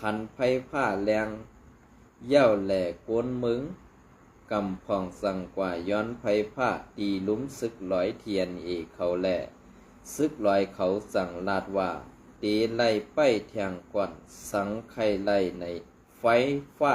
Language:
Shan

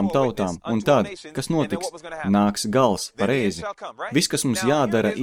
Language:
Latvian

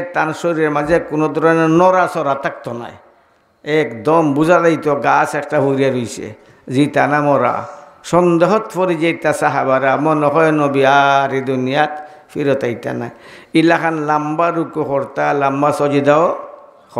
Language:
Sylheti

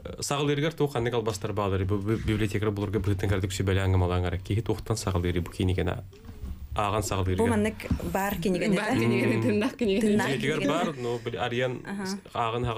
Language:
Yakut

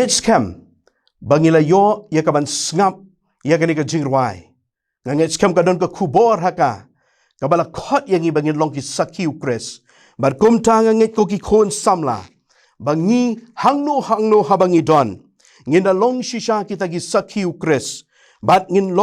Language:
Khasi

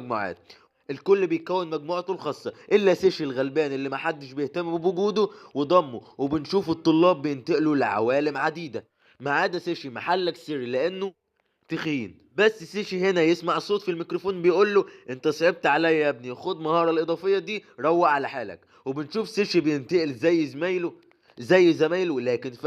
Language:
Egyptian Arabic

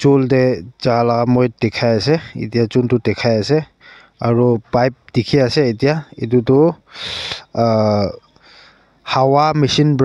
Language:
Naga Pidgin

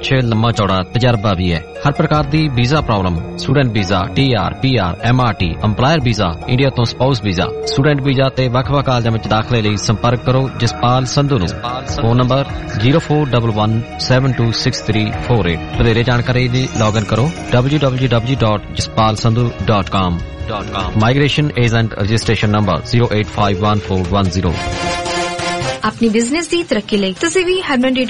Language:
Punjabi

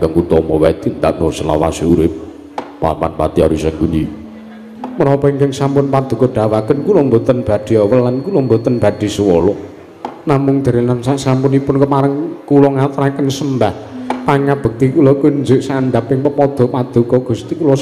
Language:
Javanese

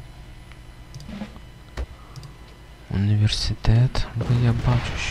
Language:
Ukrainian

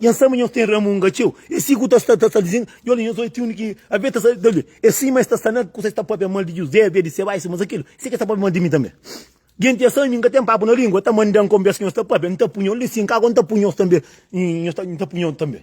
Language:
Kabuverdianu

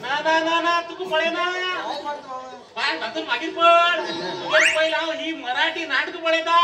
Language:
Konkani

